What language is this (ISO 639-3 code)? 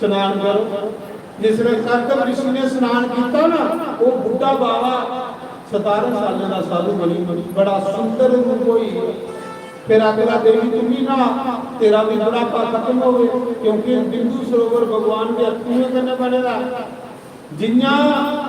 doi